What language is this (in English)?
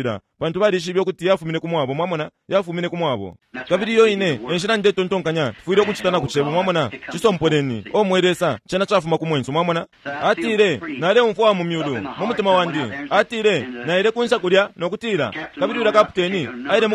Bemba